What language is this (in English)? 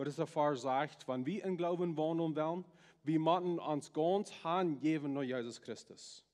Plautdietsch